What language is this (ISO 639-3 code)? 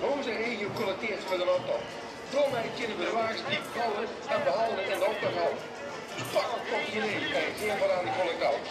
lim